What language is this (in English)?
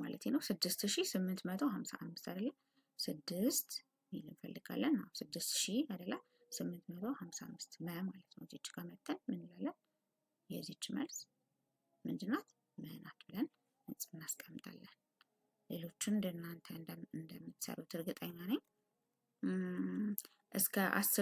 Amharic